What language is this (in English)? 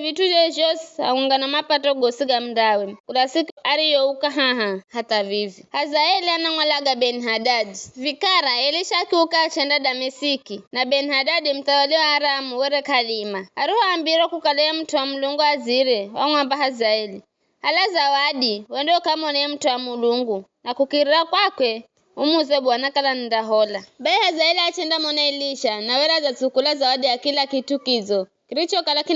Giryama